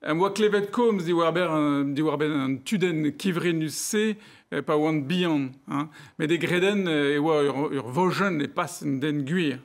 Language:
Breton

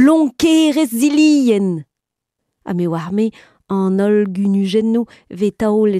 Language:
Breton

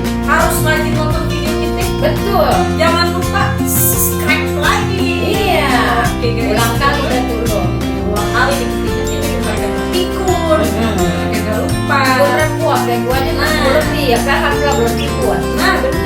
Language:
Betawi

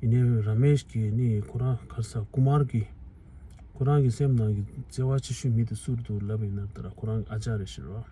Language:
Tibetan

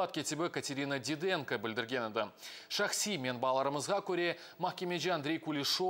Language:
Crimean Tatar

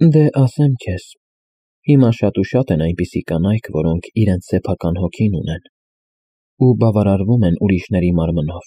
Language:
Armenian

